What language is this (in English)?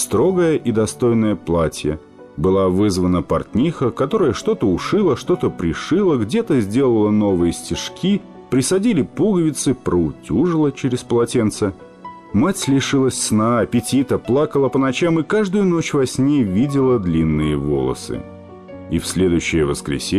Russian